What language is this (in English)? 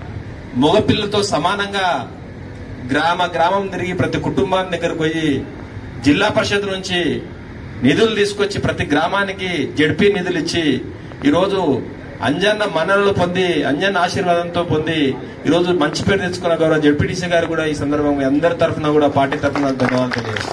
Telugu